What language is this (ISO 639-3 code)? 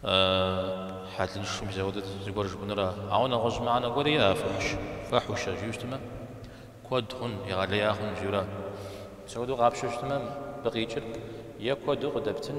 kbd